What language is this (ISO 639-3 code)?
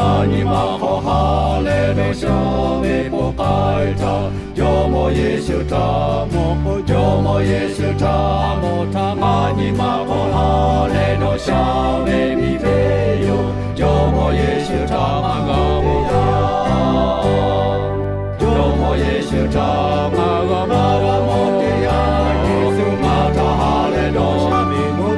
lhu